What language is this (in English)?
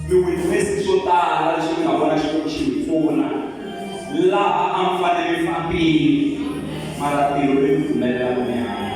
Tsonga